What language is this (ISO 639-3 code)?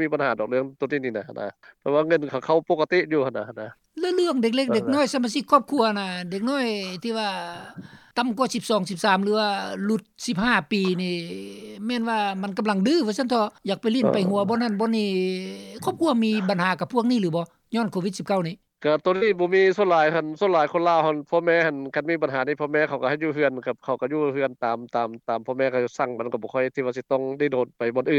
lao